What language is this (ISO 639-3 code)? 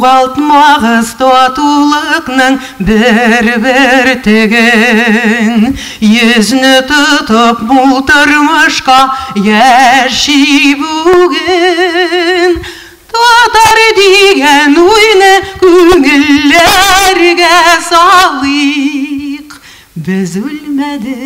tat